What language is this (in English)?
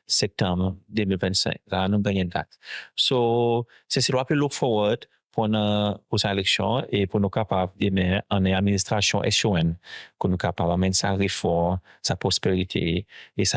Seselwa Creole French